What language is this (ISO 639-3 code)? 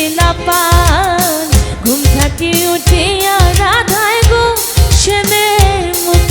syl